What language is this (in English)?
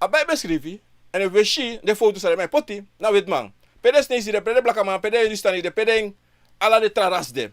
Sranan Tongo